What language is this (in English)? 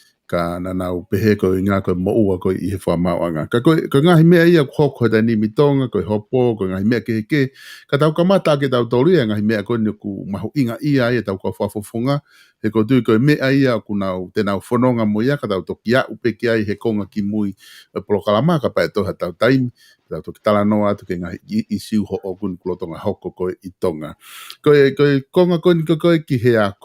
Tongan